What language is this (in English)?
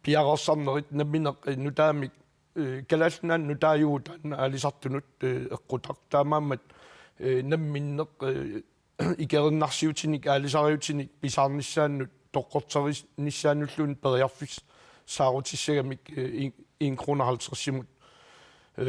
Kalaallisut